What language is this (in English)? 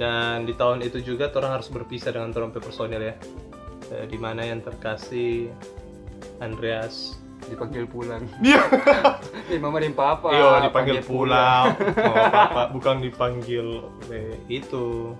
Manado Malay